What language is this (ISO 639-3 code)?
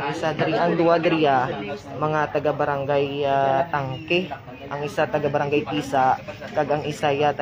hil